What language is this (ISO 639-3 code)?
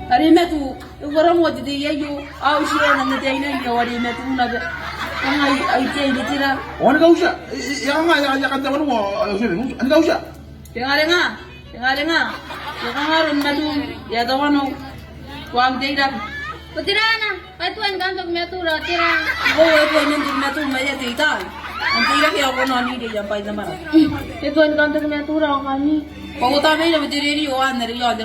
gil